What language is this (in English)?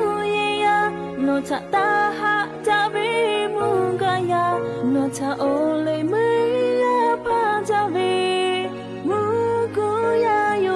Lahu